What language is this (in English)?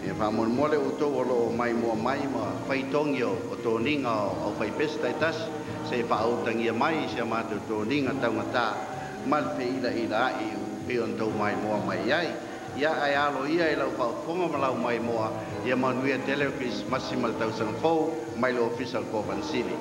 Samoan